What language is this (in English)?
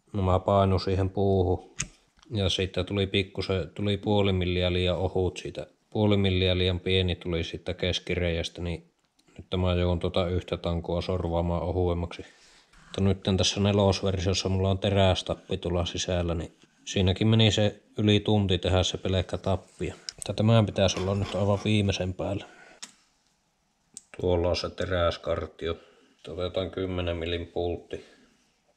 Finnish